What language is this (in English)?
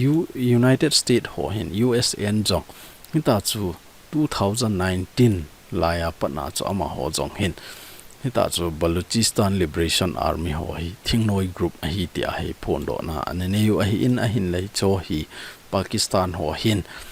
Thado Chin